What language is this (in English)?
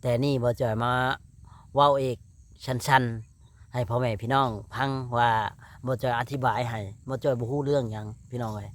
Lao